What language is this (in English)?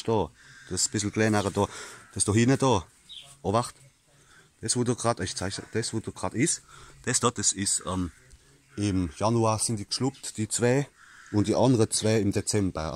Palatine German